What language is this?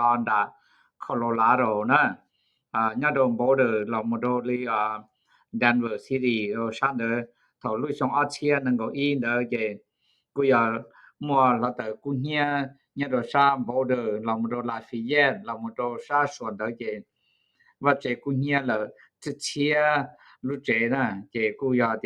Hmong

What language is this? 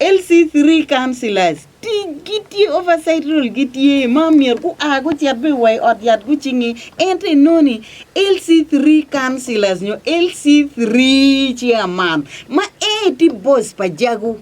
Acoli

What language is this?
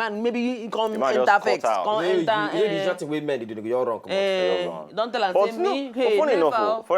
Nigerian Pidgin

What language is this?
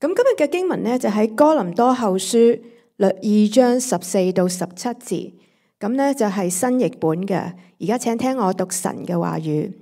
Cantonese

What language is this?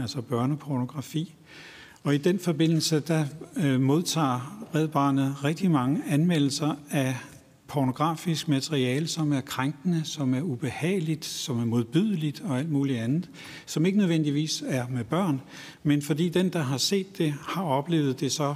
Danish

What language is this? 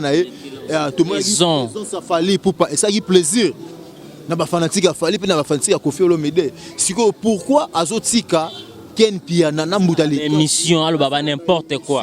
Lingala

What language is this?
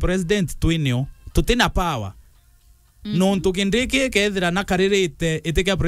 Meru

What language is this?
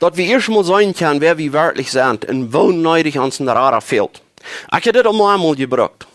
Plautdietsch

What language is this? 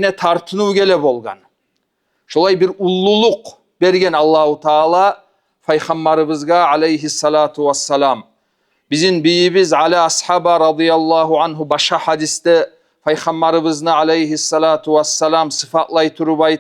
Kumyk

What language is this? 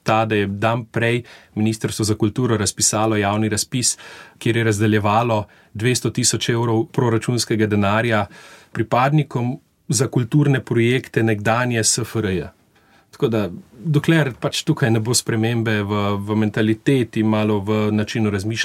Slovenian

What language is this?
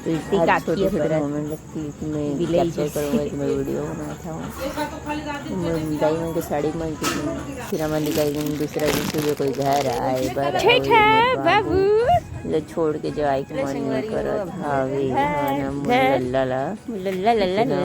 Chhattisgarhi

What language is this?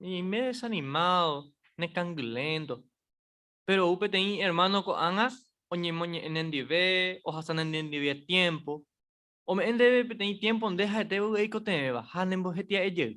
Guarani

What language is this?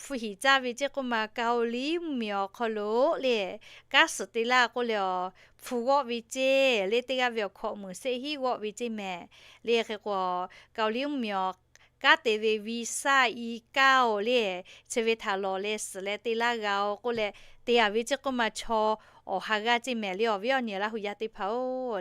Lahu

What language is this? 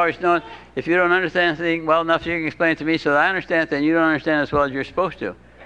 English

